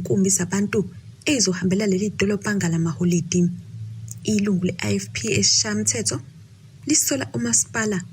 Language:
Zulu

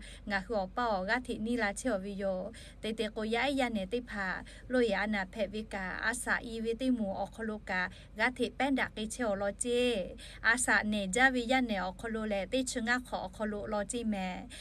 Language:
Lahu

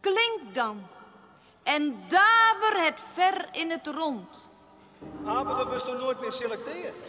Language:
Western Frisian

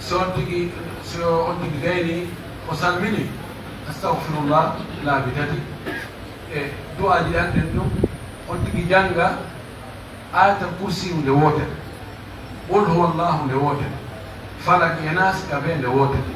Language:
Pular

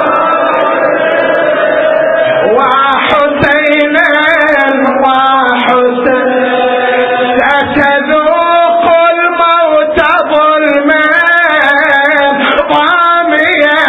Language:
Arabic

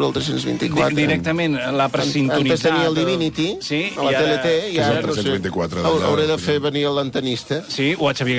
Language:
Catalan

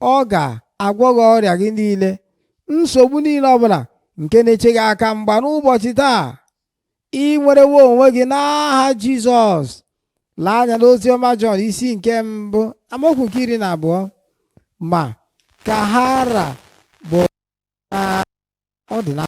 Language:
Igbo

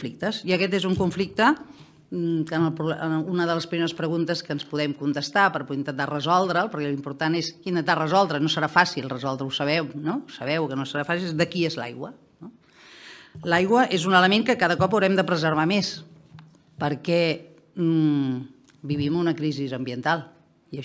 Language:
Catalan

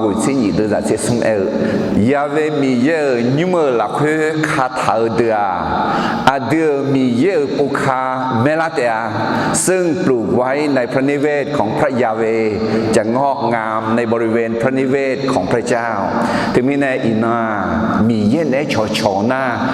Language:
Akha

